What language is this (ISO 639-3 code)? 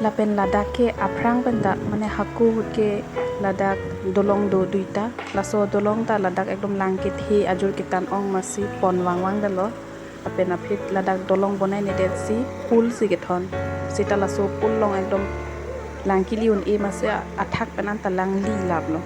mjw